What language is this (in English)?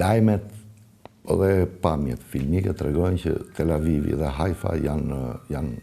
Albanian